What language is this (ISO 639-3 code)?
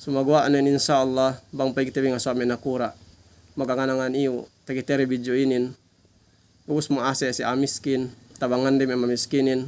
yka